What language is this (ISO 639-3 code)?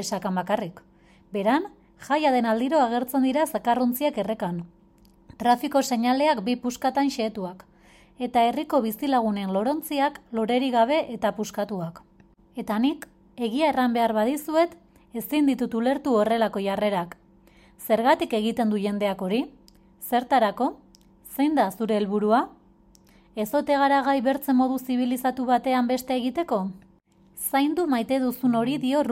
eus